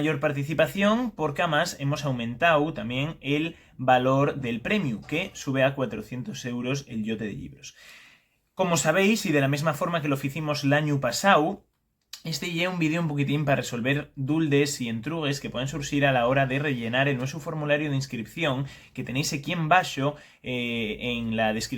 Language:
Asturian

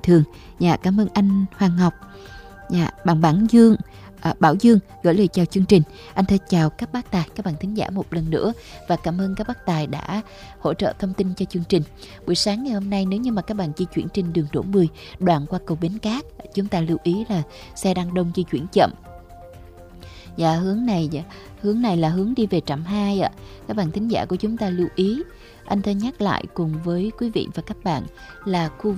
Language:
Vietnamese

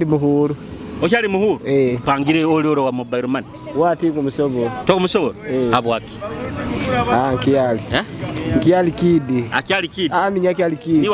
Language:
Nyoro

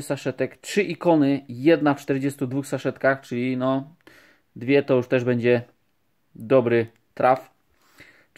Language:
Polish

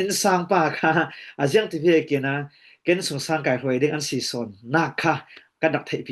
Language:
Falam Chin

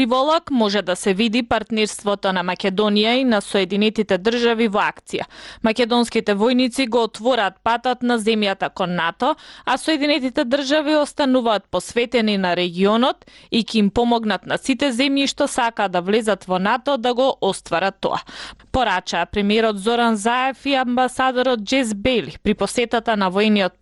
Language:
Macedonian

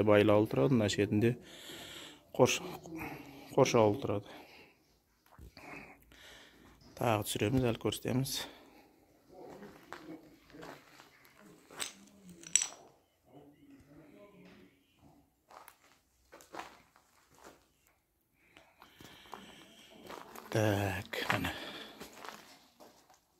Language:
Kazakh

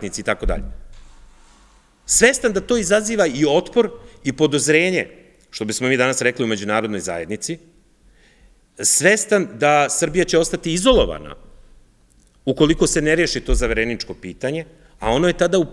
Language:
Serbian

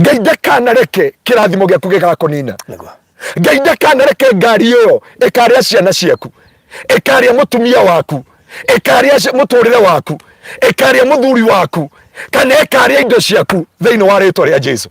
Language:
Kikuyu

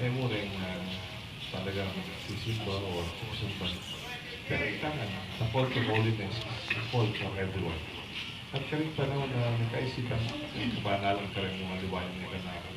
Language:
Pampanga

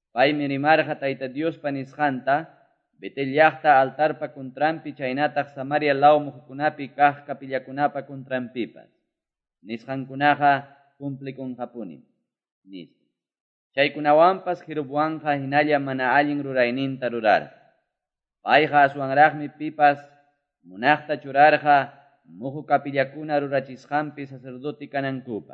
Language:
Quechua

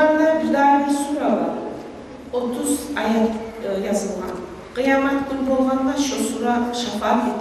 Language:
Kumyk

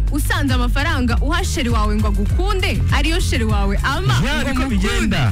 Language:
Kinyarwanda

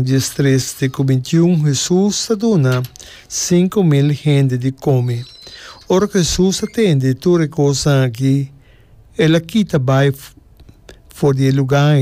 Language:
Papiamento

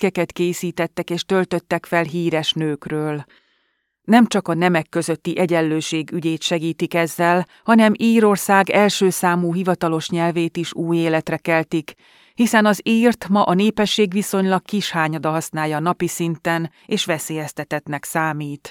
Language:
Hungarian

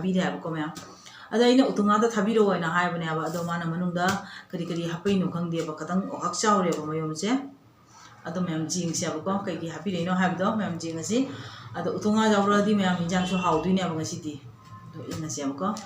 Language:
Manipuri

